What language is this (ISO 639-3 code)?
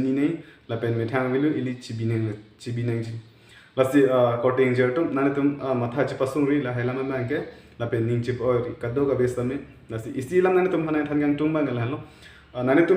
mjw